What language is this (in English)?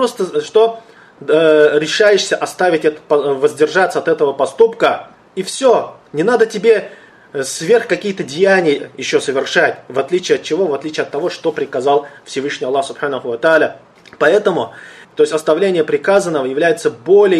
Russian